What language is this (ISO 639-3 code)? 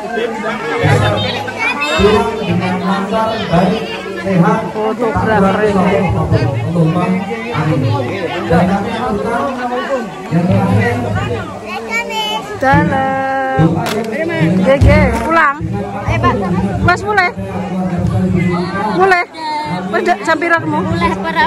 jav